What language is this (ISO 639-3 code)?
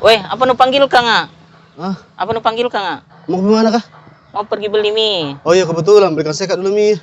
mfp